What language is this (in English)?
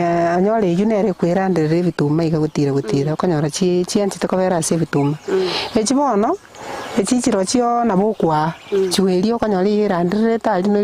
Gusii